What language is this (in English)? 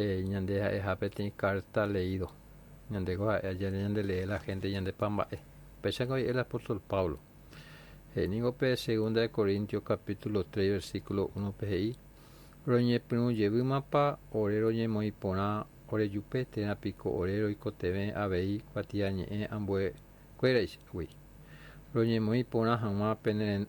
Guarani